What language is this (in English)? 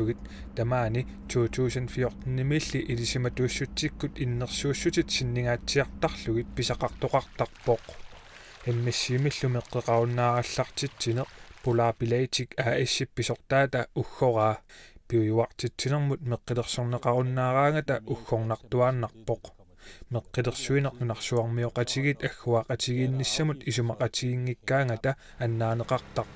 Kalaallisut